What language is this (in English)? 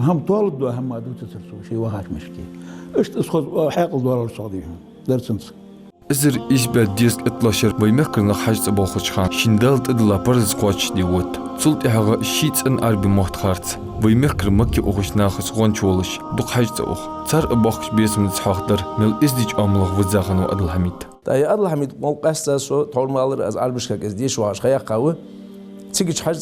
Ingush